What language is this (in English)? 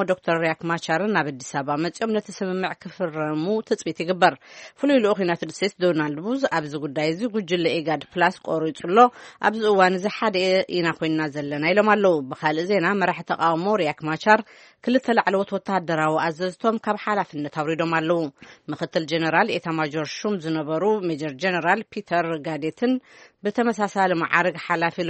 Tigrinya